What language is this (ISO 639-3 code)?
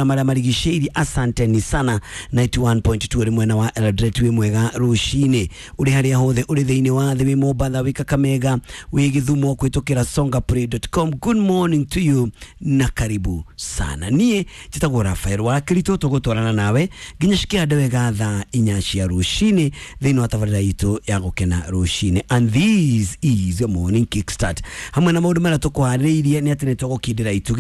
kik